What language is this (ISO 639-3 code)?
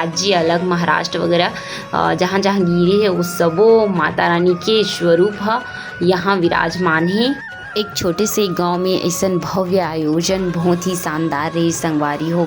hne